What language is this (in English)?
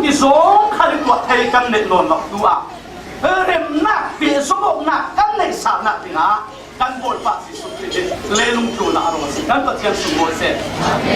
Falam Chin